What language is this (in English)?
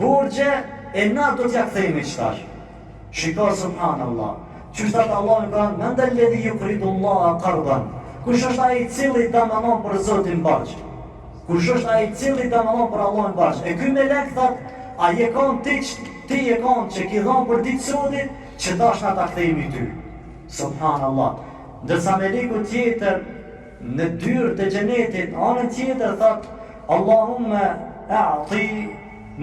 Albanian